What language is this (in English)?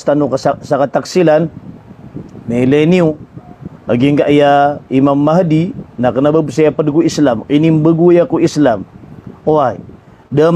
Maranao